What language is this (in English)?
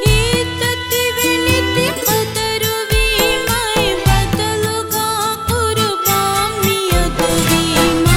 Divehi